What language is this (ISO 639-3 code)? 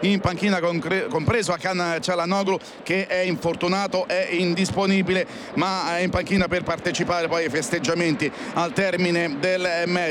ita